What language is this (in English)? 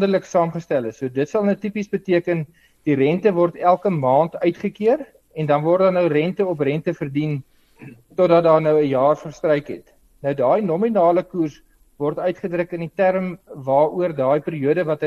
Afrikaans